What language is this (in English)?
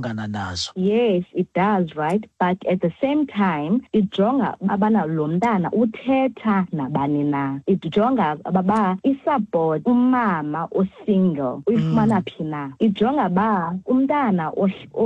Xhosa